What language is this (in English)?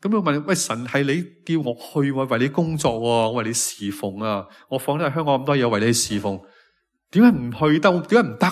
Cantonese